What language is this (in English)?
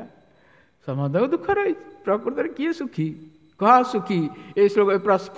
Odia